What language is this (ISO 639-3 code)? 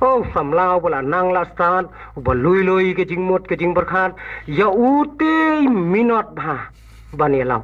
kha